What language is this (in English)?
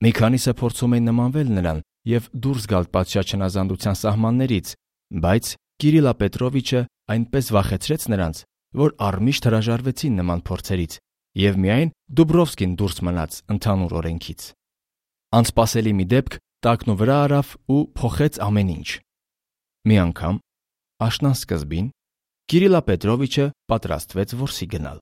Armenian